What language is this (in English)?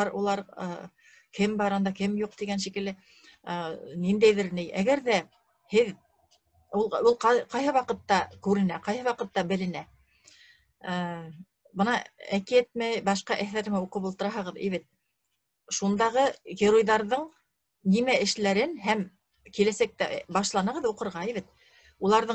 Bashkir